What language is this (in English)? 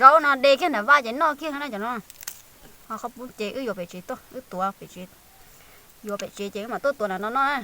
Hmong